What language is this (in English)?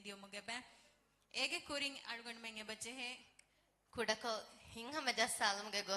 Divehi